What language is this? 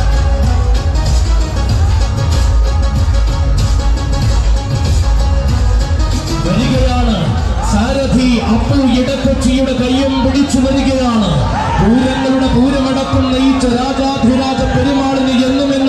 Malayalam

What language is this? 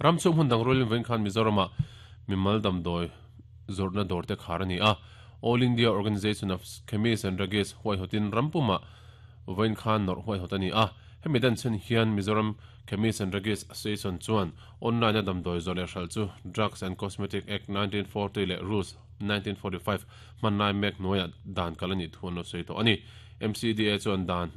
Mizo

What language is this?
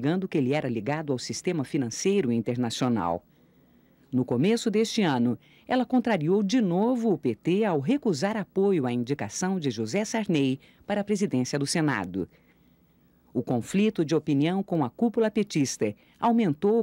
Portuguese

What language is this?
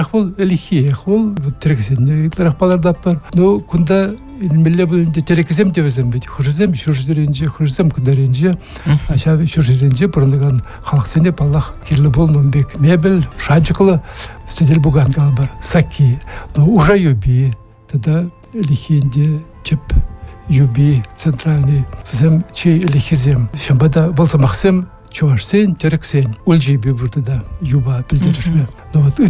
Chuvash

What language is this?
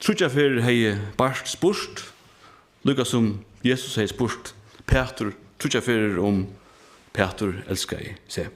Faroese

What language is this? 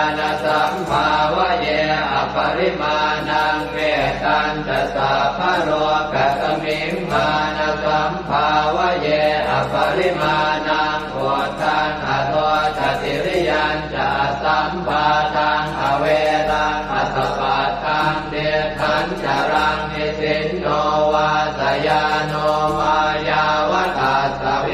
Pali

